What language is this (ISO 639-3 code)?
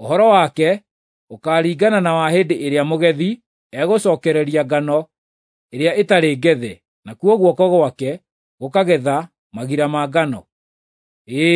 kik